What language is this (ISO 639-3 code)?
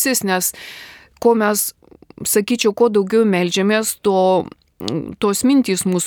lit